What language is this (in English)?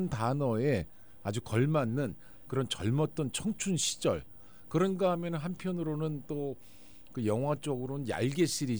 Korean